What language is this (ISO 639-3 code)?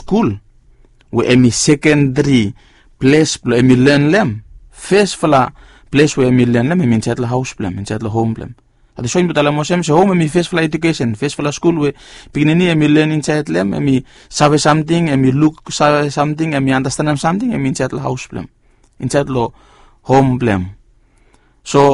bis